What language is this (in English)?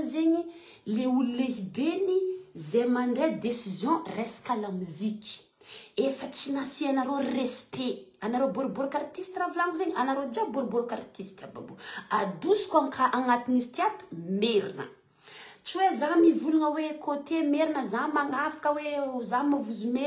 Malagasy